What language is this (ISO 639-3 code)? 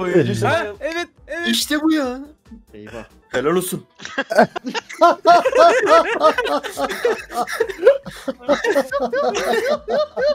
tur